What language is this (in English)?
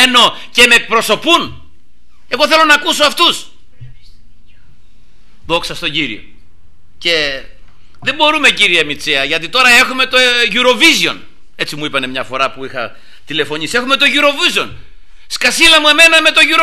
Greek